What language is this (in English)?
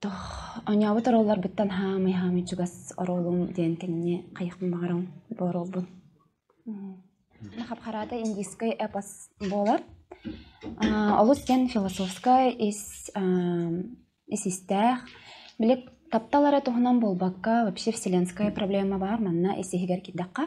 Yakut